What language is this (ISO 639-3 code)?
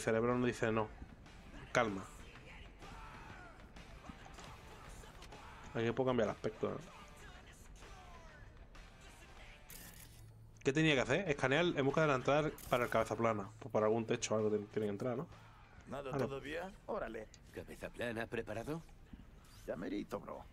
spa